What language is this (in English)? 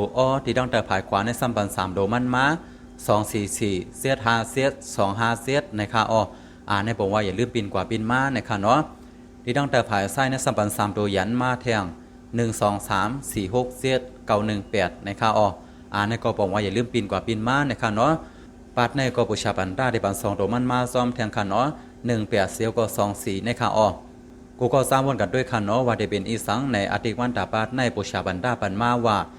Shan